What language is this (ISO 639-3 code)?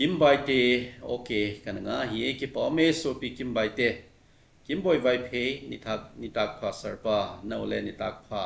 tcz